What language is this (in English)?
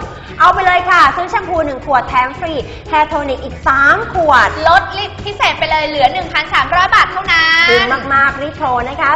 Thai